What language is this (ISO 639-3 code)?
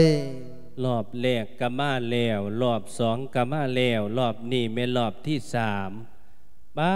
lao